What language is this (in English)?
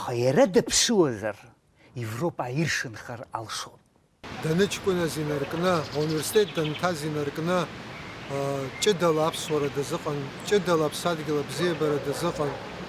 Abkhazian